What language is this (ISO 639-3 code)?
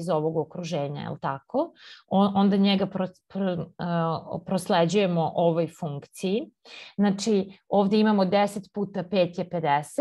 srp